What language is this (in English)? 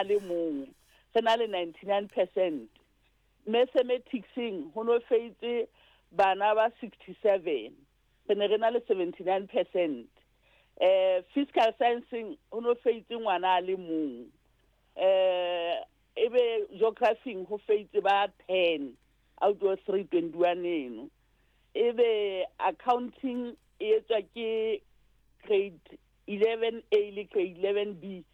Southern Sotho